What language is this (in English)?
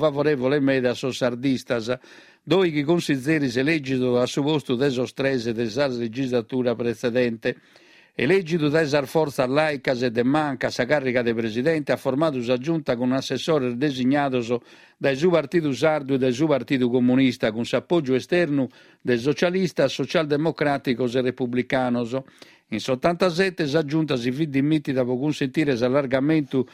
Sardinian